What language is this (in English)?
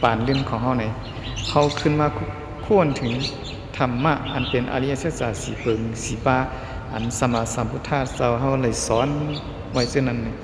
Shan